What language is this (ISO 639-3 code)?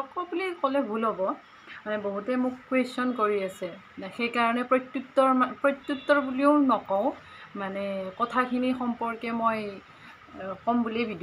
asm